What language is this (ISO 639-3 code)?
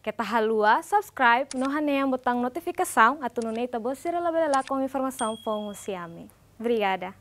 tet